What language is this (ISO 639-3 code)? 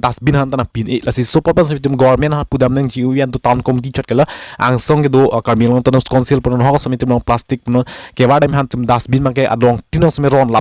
mjw